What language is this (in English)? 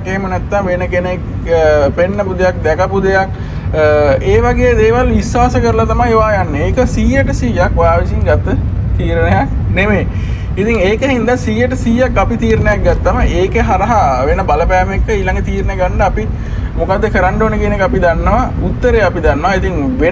Sinhala